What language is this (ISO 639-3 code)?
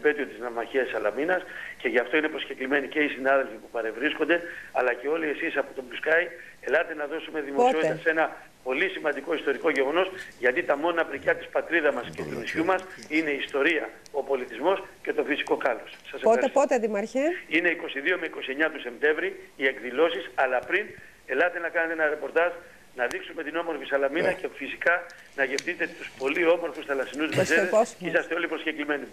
ell